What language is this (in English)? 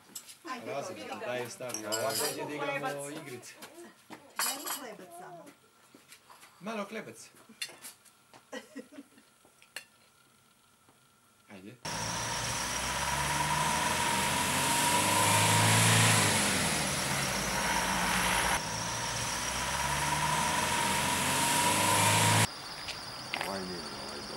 Serbian